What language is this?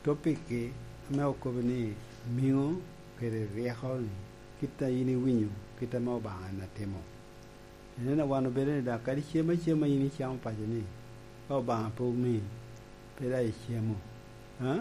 Lango (Uganda)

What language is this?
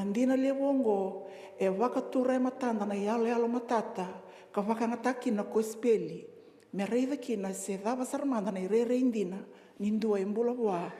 Fijian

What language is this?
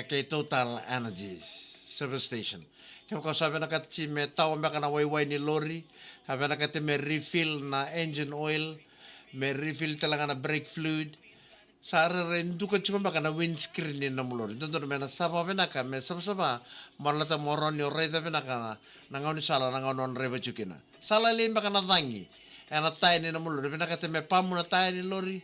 Fijian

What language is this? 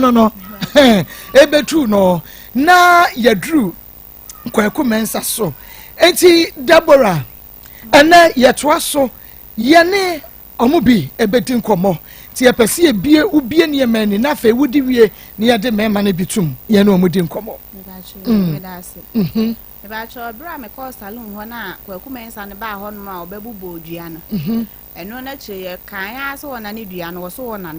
Akan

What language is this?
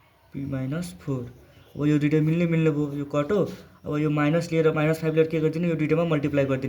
Nepali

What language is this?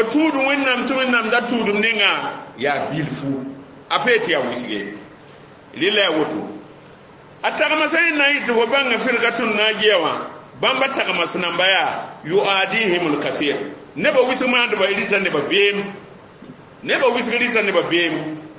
Mossi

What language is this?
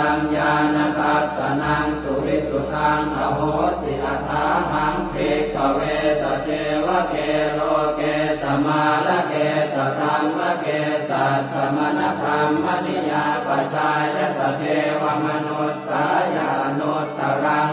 Pali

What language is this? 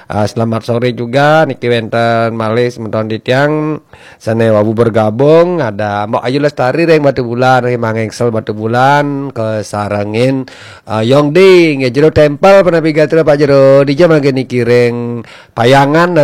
Balinese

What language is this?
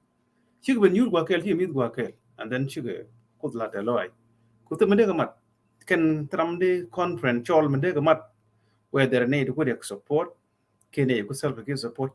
Nuer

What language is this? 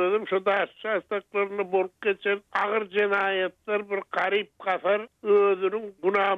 Turkmen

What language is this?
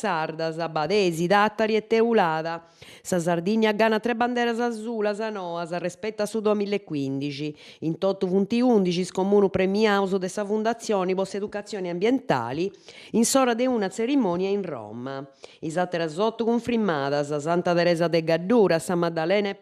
Sardinian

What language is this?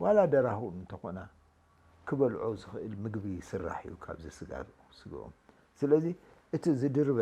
Tigrinya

